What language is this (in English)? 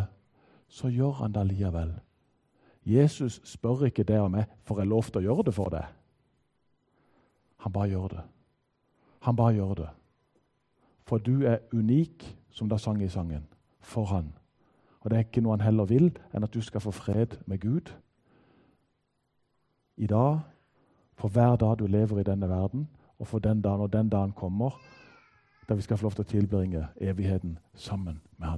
Norwegian